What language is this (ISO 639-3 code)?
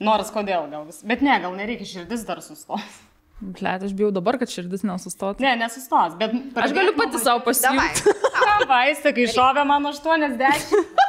lit